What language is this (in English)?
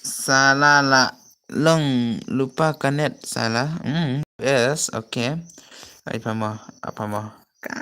Khasi